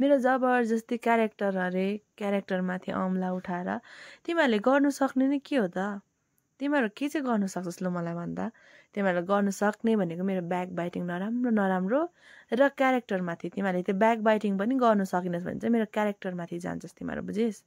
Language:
Nepali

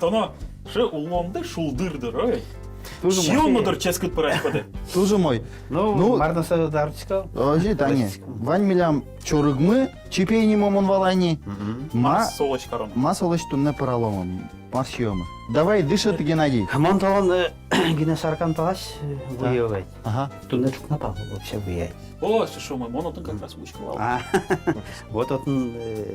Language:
Udmurt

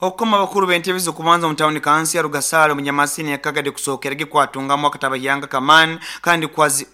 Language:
Nyoro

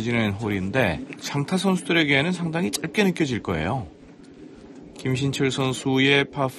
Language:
Korean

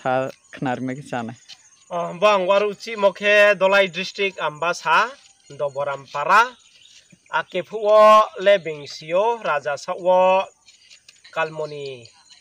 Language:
Riang (India)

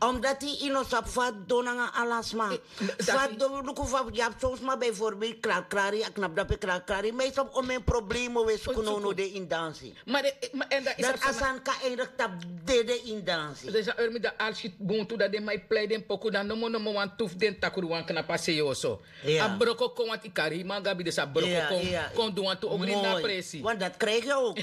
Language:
Sranan Tongo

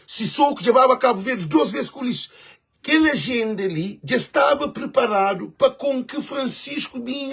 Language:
Kabuverdianu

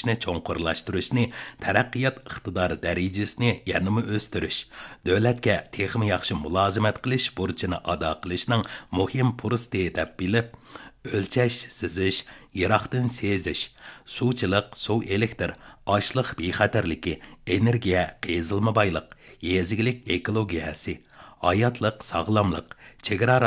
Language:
Uyghur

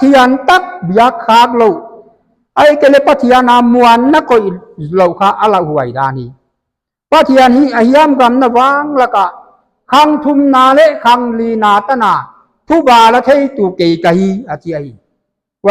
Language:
Paite Chin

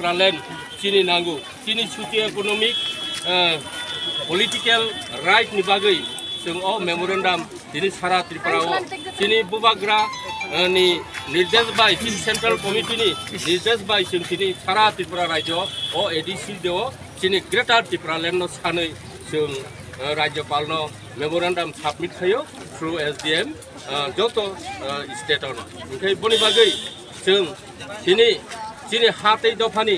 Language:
Kok Borok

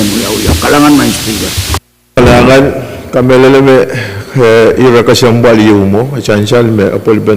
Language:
Pohnpeian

